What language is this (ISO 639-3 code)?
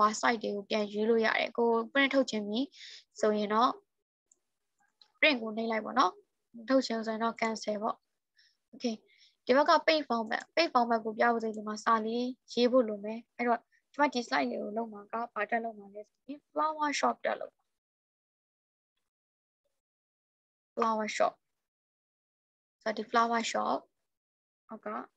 mya